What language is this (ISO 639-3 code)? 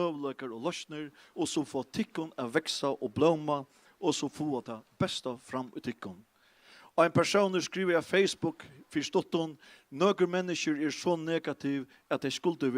fao